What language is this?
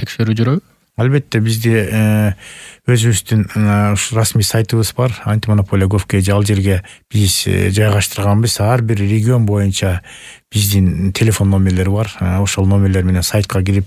Kyrgyz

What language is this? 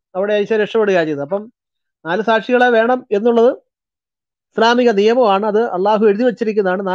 Malayalam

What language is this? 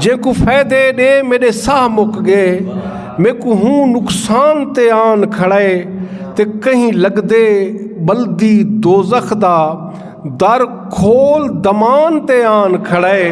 Saraiki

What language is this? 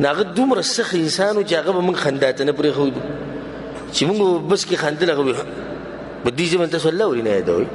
Pashto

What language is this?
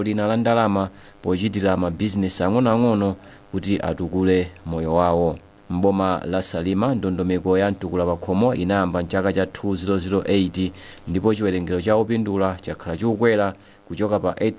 Nyanja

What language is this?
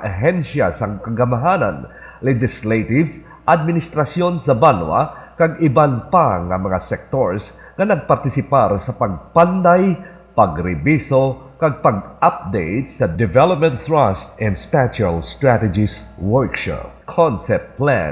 Hiligaynon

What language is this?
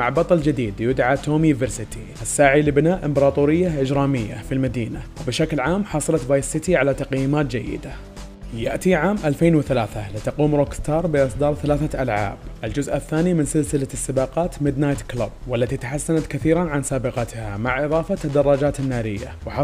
Arabic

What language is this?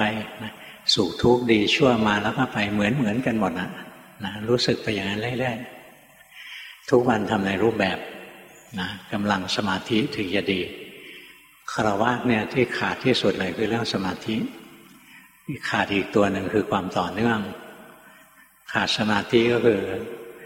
Thai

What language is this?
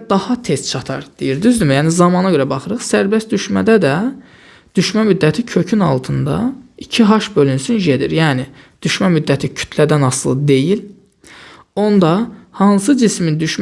Azerbaijani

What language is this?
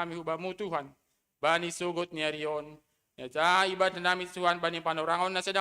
Batak Simalungun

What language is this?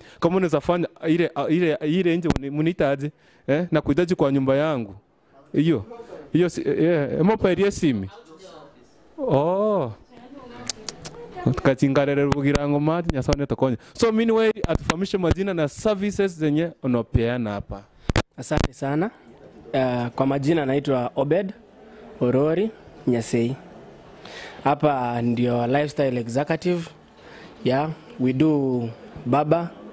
Swahili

